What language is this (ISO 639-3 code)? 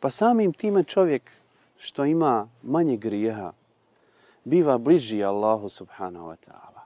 bos